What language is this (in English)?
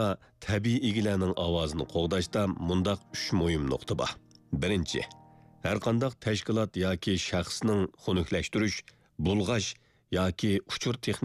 Uyghur